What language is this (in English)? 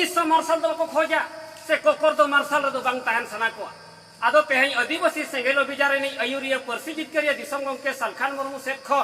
Santali